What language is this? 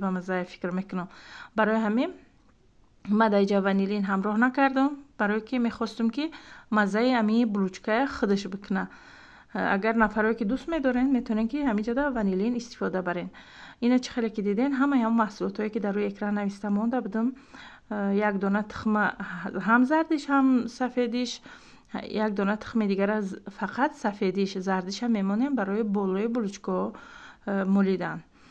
Tajik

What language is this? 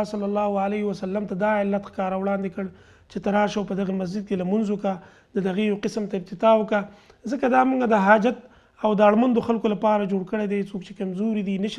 Pashto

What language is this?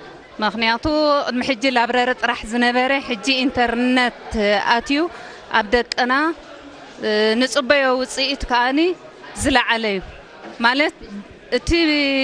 Tigrinya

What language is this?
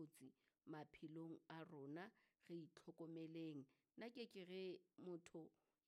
Southern Sotho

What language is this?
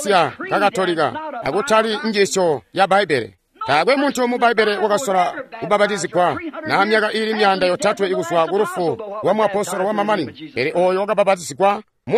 Tonga (Zambia)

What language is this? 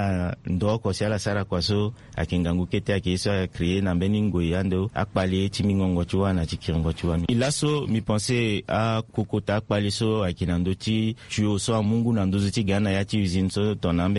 Sango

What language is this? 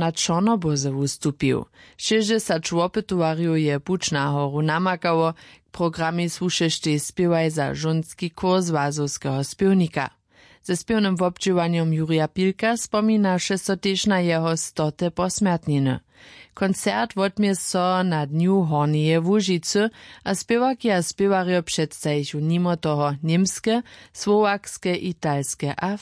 Upper Sorbian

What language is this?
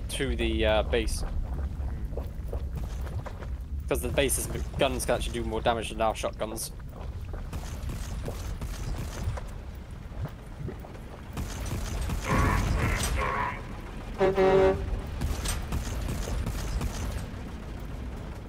English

